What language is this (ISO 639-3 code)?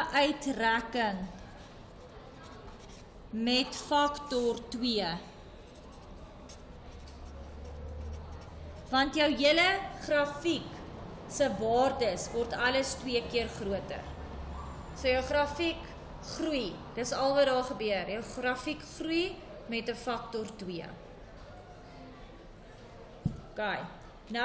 afr